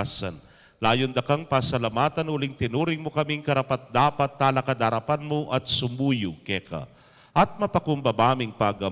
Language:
Pampanga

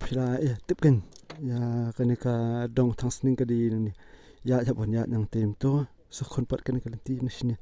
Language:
Khasi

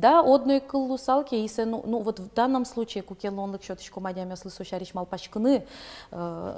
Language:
Udmurt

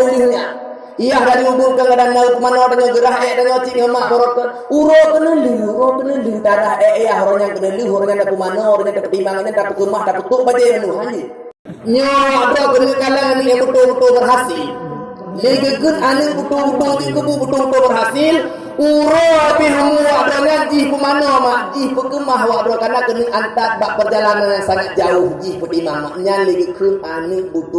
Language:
Achinese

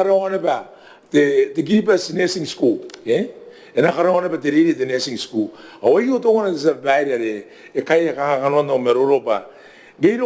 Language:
Gilbertese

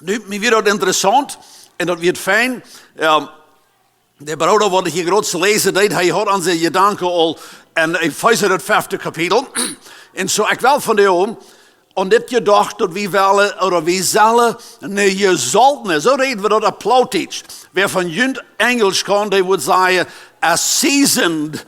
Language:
Plautdietsch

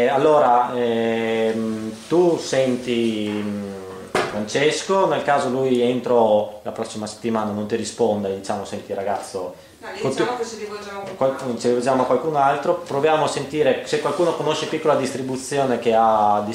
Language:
Italian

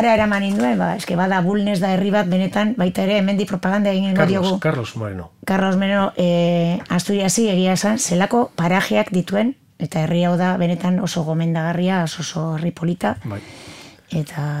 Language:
Basque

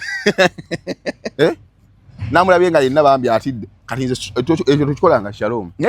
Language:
Ganda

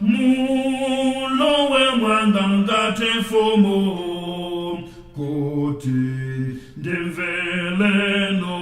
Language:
Nyanja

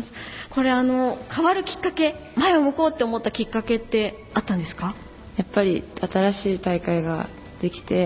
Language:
Japanese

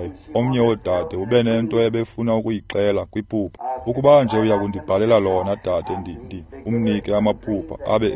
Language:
Xhosa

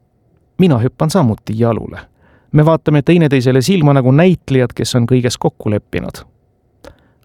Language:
Estonian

